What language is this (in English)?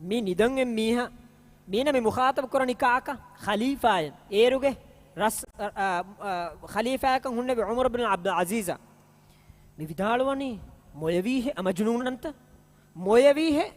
Divehi